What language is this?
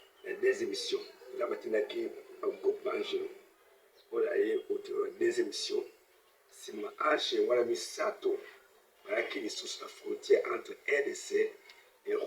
Lingala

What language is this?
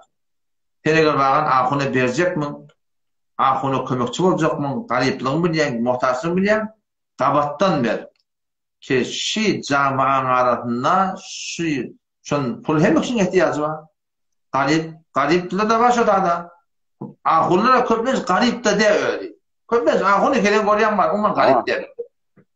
Turkmen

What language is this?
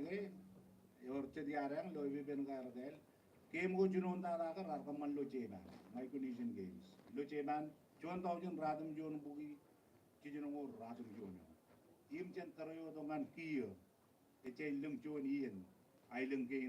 Marshallese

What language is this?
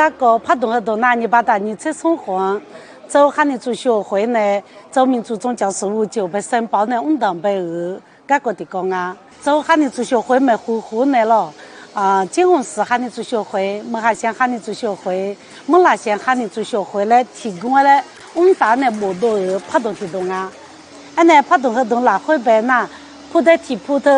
Akha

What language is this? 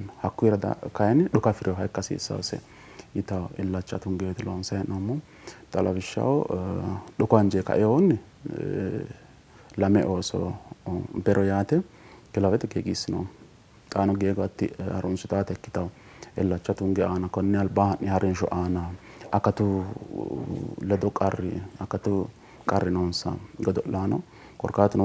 Sidamo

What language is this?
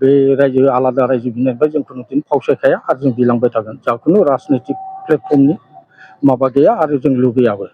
Bodo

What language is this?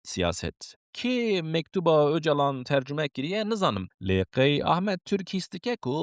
Kurdish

